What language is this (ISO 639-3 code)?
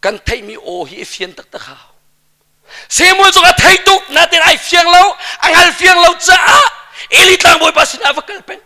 cnh